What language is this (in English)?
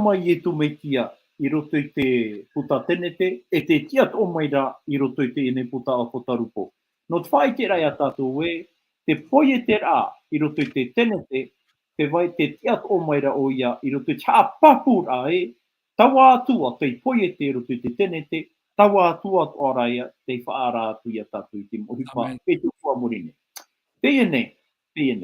Tahitian